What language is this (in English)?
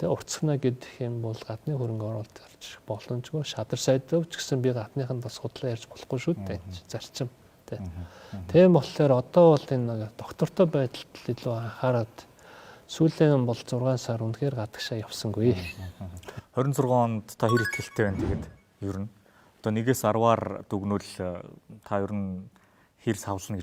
Mongolian